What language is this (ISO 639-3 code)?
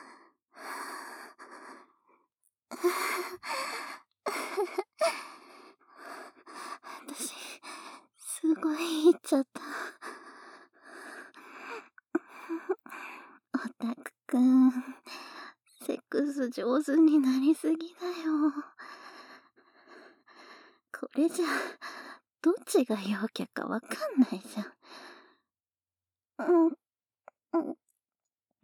jpn